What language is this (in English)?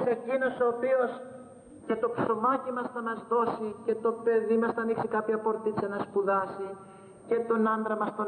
Greek